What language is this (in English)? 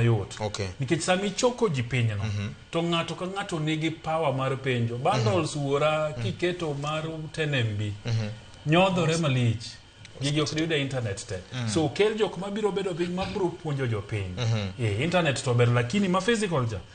Luo (Kenya and Tanzania)